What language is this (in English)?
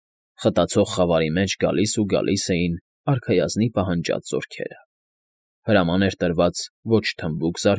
Armenian